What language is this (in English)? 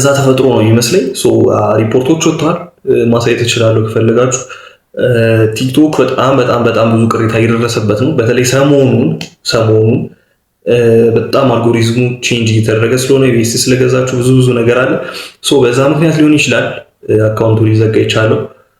Amharic